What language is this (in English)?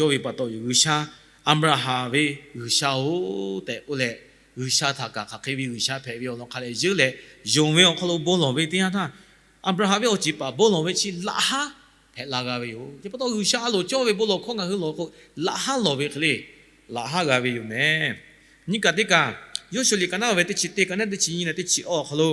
Lahu